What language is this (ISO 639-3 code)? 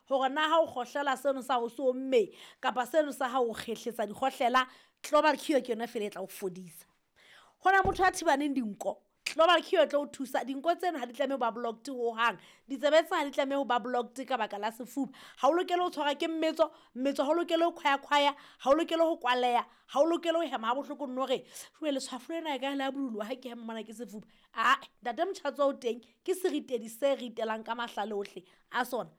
sot